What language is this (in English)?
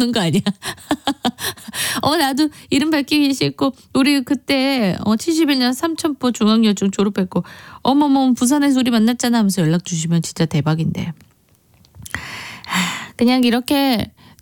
Korean